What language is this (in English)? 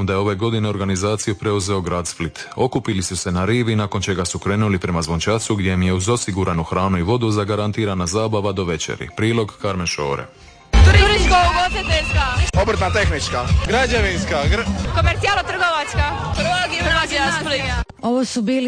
Croatian